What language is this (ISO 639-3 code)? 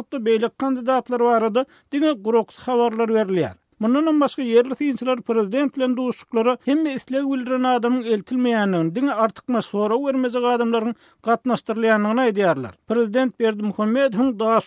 tuk